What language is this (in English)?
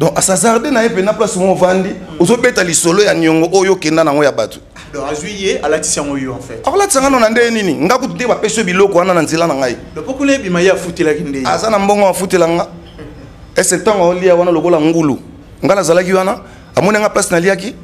Lingala